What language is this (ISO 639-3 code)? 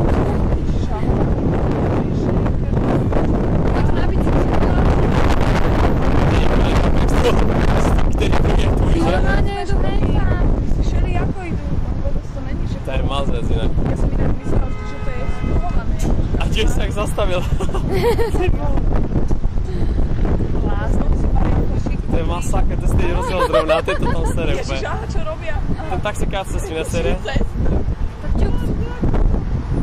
slk